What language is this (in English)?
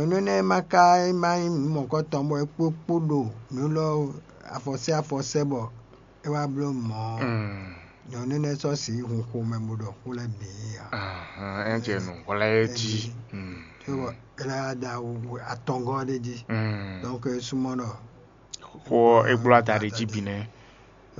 Fon